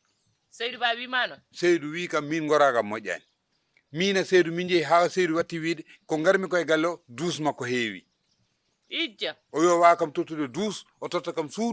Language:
Fula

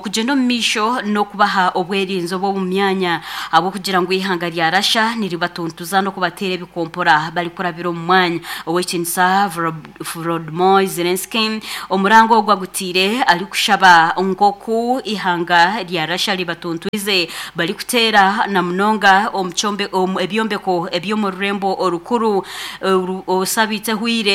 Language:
Nyankole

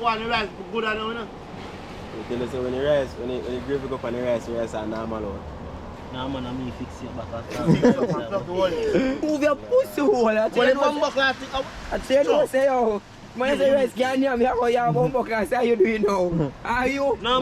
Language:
Jamaican Creole English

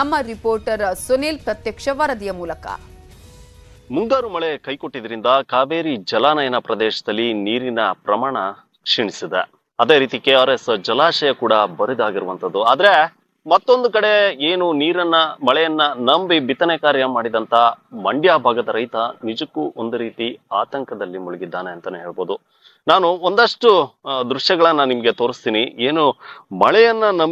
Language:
Kannada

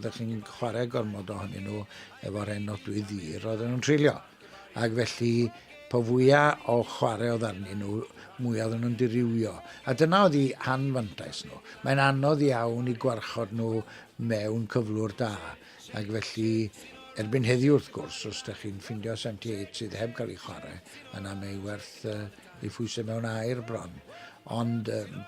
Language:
Welsh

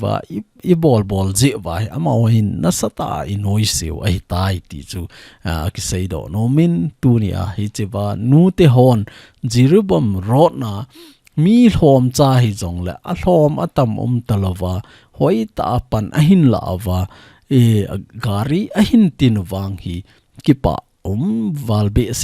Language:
Thado Chin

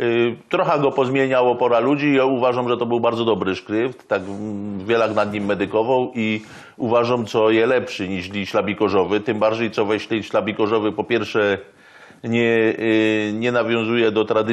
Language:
Silesian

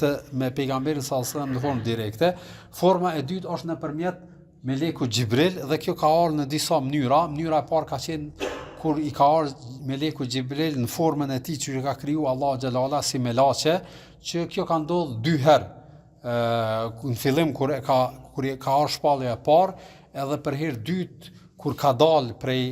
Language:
Albanian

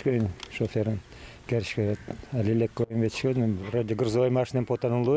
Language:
Udmurt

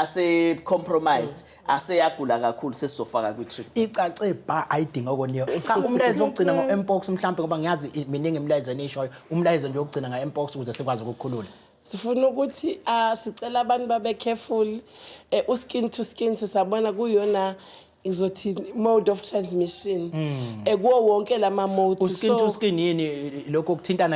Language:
Zulu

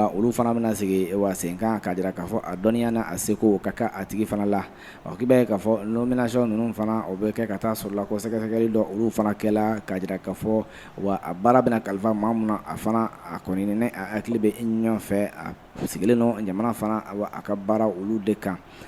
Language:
Bambara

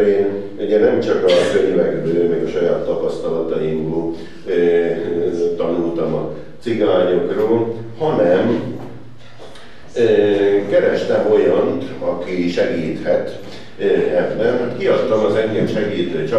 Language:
Hungarian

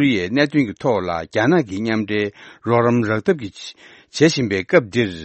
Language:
Tibetan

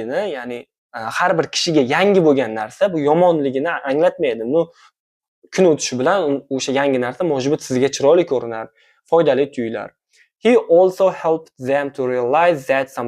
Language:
Uzbek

